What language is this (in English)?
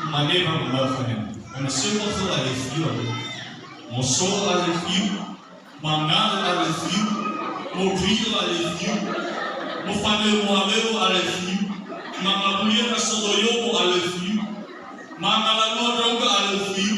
Nias